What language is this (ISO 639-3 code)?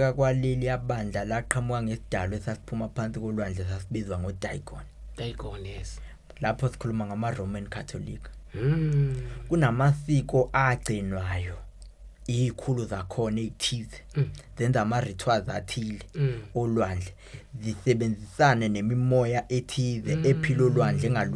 zul